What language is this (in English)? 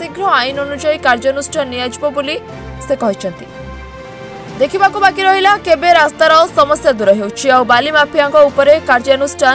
Odia